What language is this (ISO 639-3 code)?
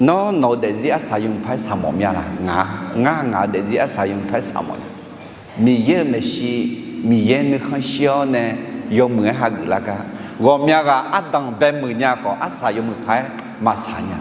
ahk